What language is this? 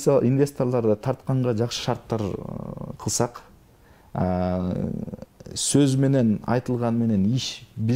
Kyrgyz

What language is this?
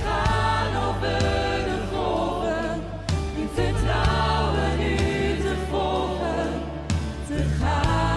Western Frisian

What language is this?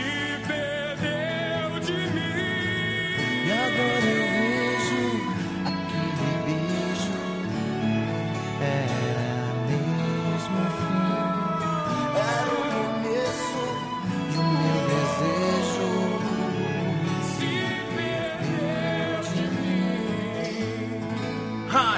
Portuguese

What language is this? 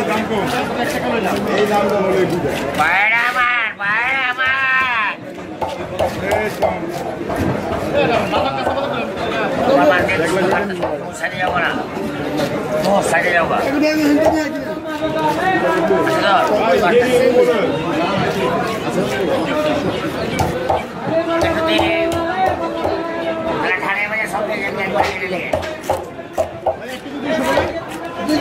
Bangla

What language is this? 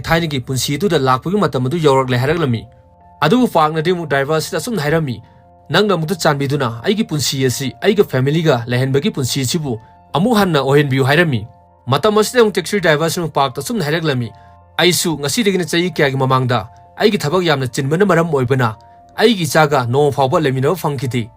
Manipuri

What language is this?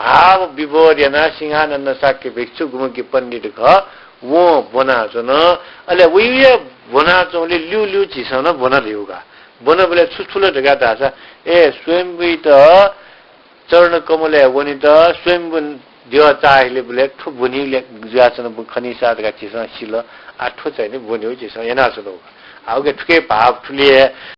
Newari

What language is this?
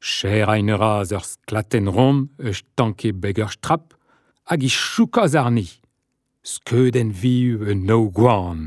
Breton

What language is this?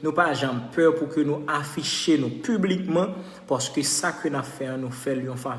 Haitian Creole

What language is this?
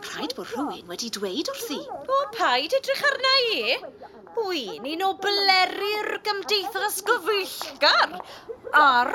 Welsh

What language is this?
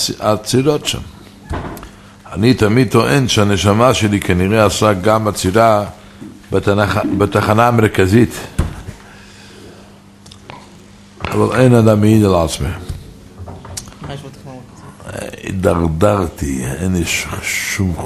Hebrew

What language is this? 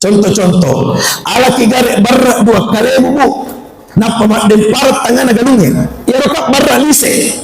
Buginese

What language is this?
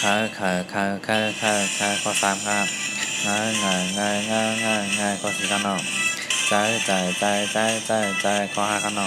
Shan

